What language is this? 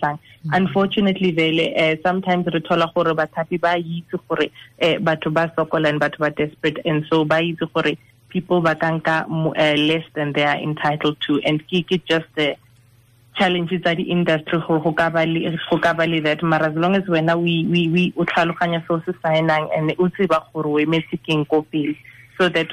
Tswana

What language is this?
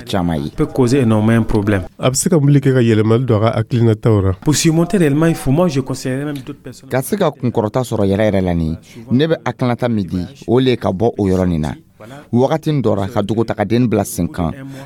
Dyula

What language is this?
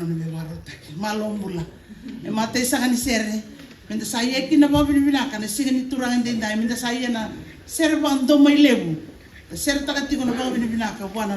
Fijian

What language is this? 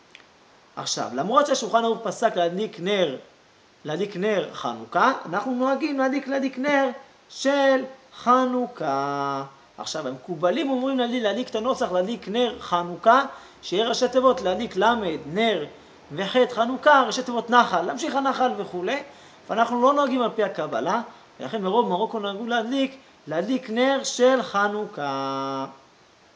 Hebrew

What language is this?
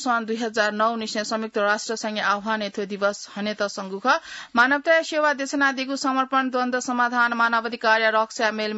Newari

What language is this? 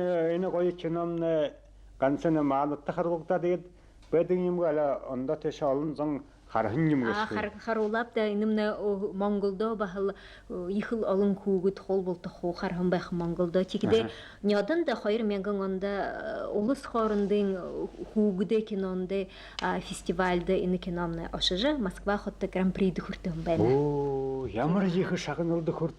Buriat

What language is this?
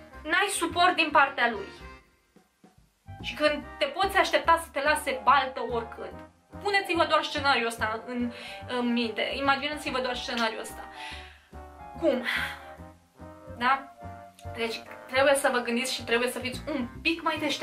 Romanian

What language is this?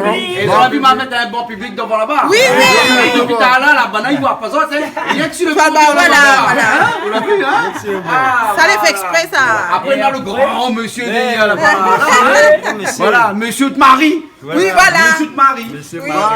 Réunion Creole French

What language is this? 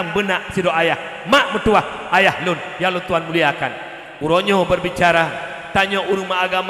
Achinese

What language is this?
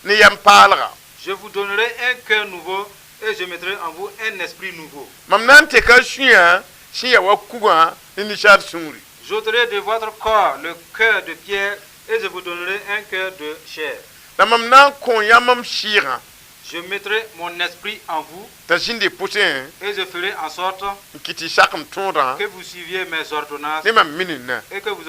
Mossi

